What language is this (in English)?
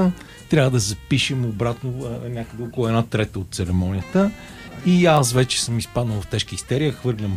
Bulgarian